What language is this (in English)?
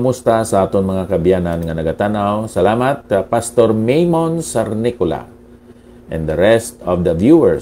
Hiligaynon